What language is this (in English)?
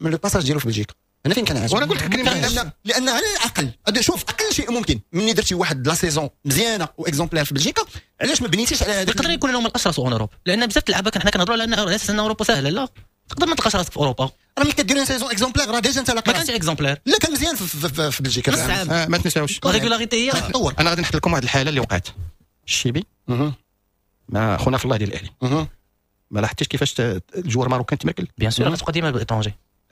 Moroccan Arabic